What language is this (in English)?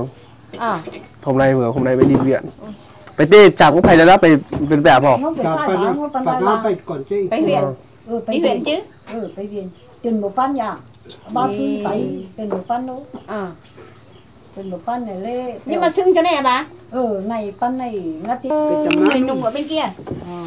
Vietnamese